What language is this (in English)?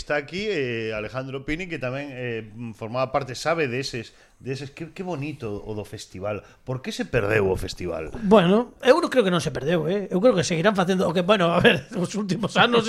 Galician